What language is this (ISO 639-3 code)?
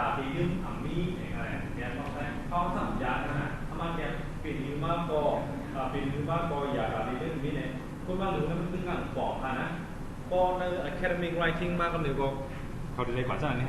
shn